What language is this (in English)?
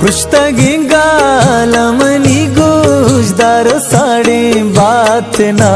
Baluchi